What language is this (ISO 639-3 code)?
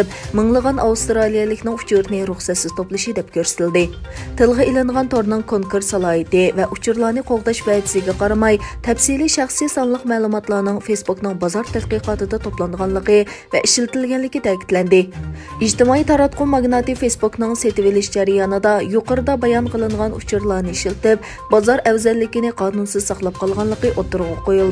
uig